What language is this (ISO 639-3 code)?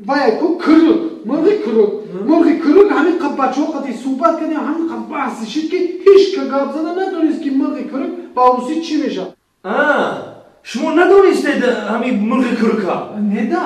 tgk